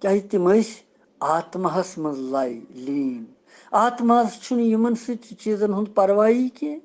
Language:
Kashmiri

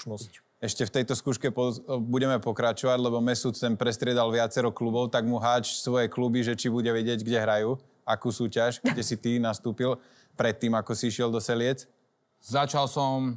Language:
Slovak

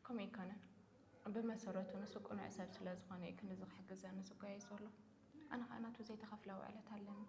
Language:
Tigrinya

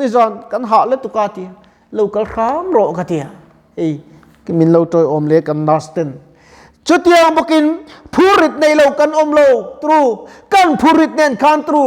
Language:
Mizo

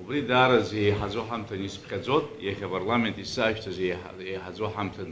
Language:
Abkhazian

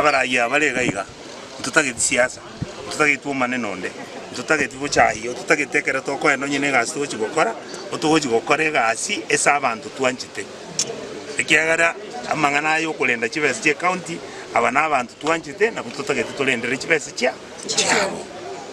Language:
Gusii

